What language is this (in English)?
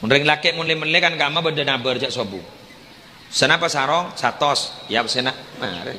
Madurese